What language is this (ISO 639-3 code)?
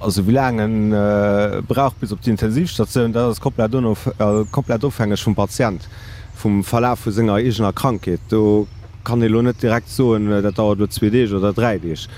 ltz